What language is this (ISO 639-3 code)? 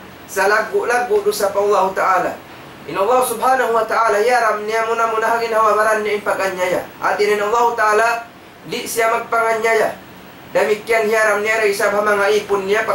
tsg